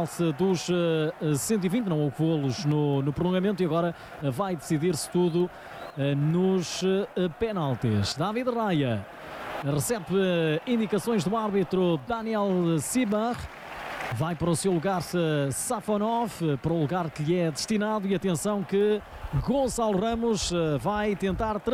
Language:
Portuguese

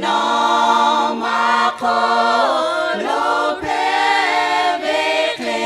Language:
Lahu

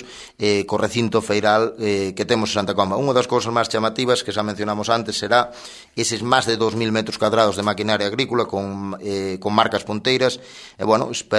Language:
Galician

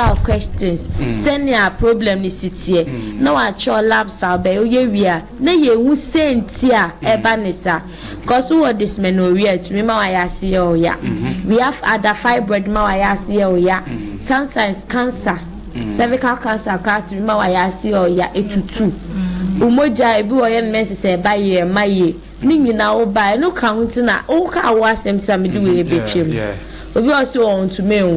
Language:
Akan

